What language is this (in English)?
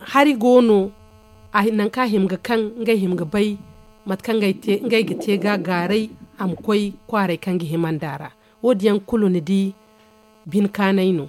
Zarma